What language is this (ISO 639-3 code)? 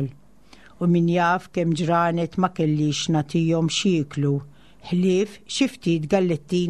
mlt